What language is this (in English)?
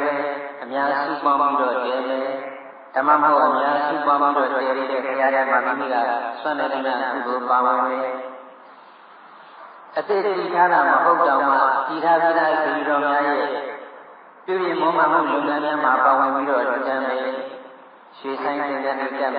Burmese